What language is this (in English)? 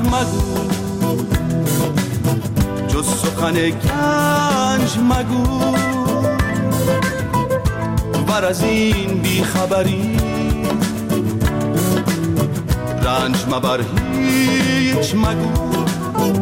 Persian